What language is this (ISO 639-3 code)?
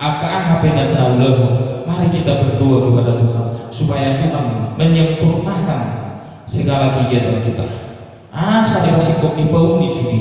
bbc